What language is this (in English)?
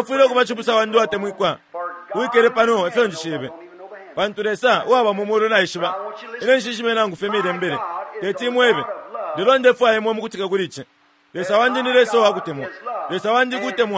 Bemba